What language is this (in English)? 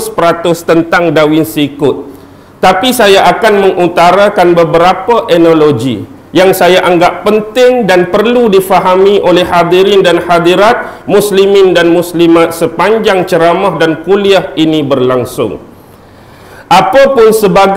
Malay